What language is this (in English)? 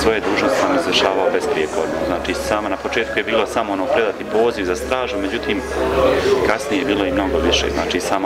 Bosnian